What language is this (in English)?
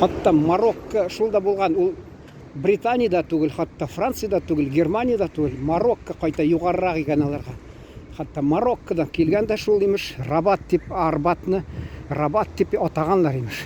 Tatar